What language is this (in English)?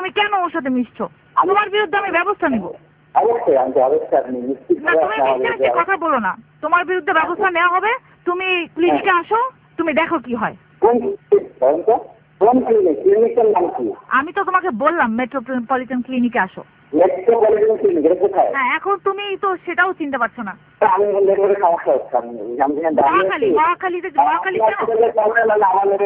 Bangla